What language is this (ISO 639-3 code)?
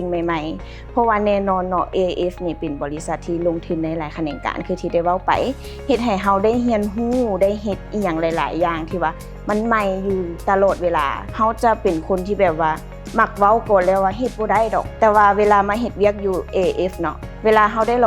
lao